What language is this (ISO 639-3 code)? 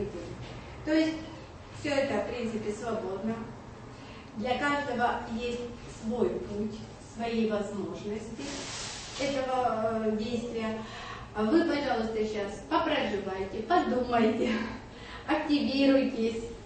rus